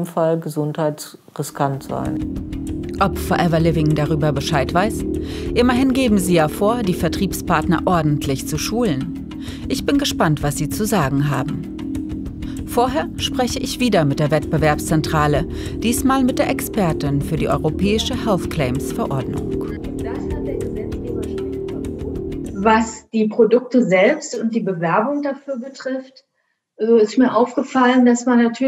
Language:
German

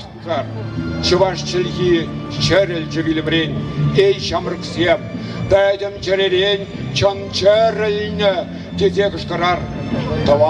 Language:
Chuvash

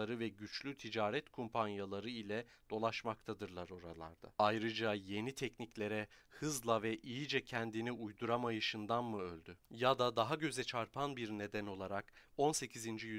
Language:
Turkish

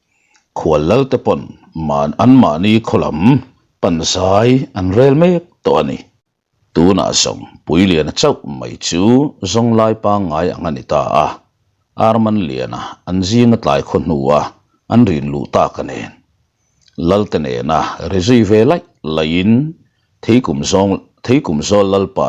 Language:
Mizo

